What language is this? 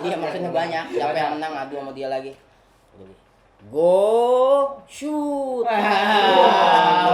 Betawi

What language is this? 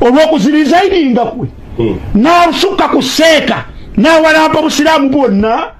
Ganda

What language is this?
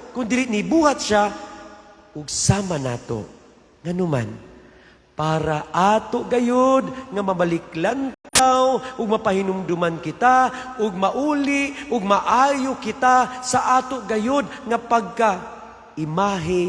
Cebuano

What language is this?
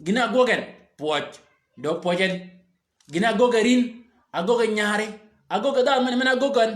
Shilluk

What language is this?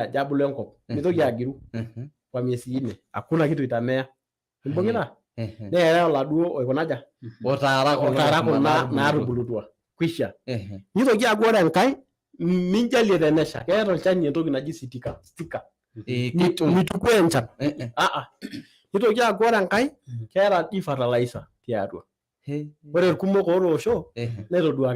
Masai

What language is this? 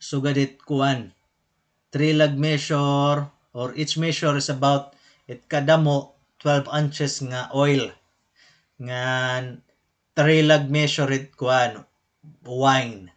Waray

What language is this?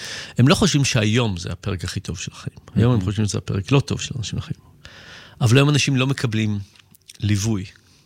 Hebrew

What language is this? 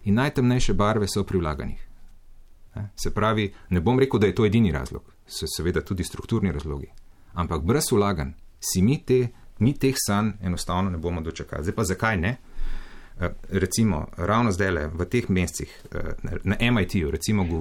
Slovenian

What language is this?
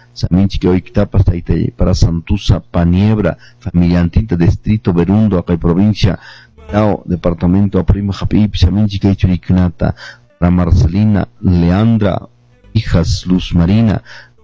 Quechua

